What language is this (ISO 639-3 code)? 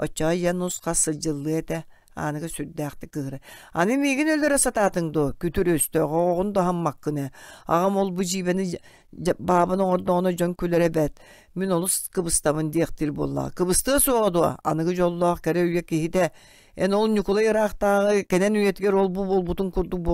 sah